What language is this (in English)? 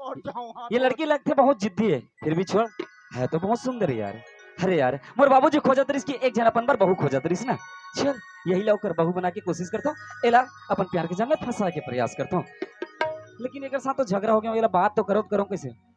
Chhattisgarhi